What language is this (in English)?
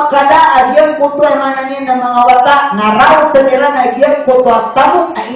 Maranao